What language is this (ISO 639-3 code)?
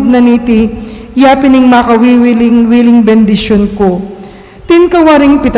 pam